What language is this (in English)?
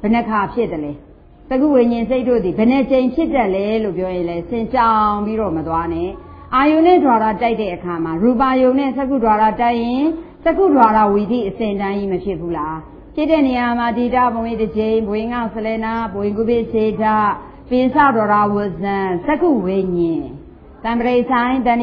Burmese